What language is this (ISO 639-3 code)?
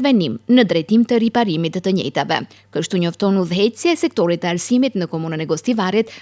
sqi